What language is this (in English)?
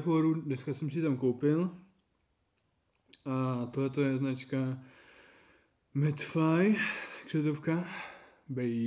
Czech